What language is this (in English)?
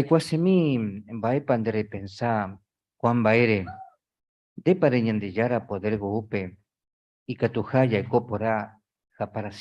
Guarani